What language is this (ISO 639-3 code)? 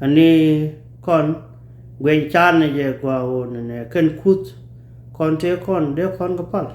nus